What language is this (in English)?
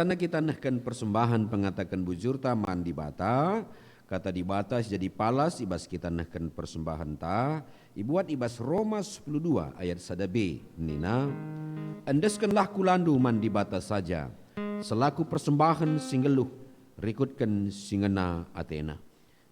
Batak Karo